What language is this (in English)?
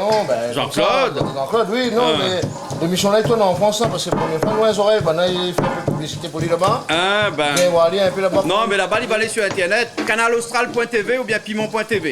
Réunion Creole French